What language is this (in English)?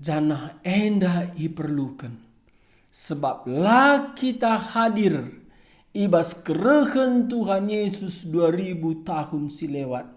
Batak Karo